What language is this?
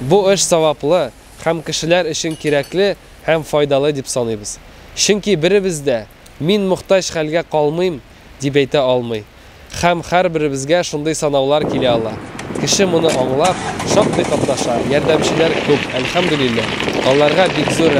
Tatar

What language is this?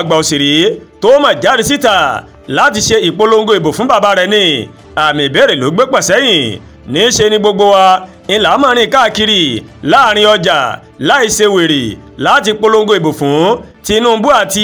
Yoruba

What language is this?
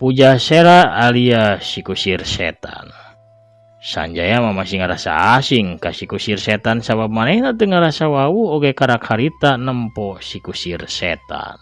Sundanese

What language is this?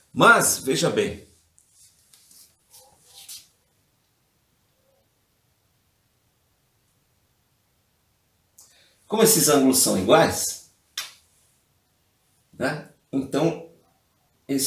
Portuguese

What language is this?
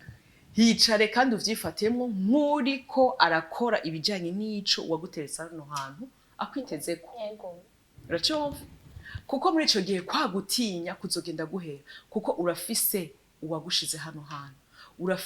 Rundi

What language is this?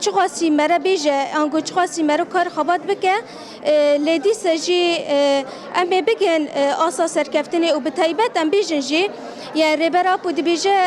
Kurdish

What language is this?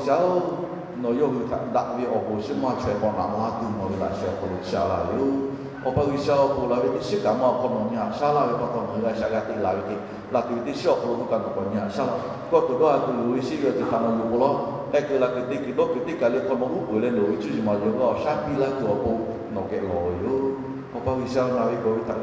Lahu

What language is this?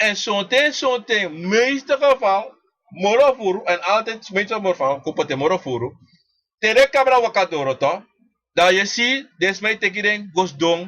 Sranan Tongo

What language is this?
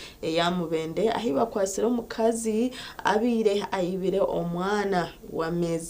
Nyankole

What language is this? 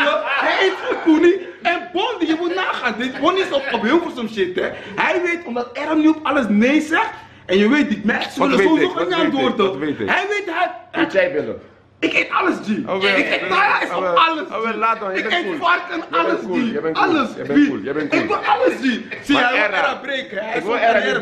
Dutch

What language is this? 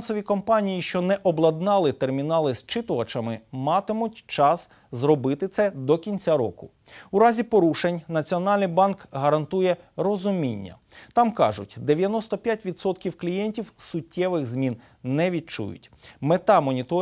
Ukrainian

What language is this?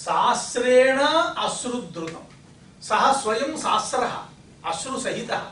Sanskrit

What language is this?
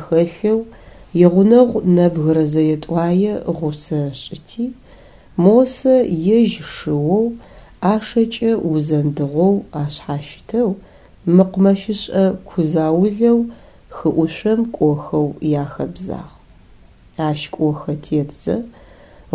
Adyghe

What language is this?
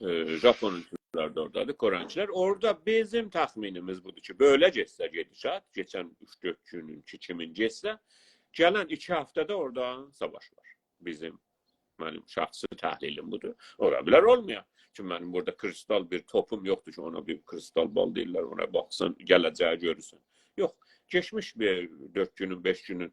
South Azerbaijani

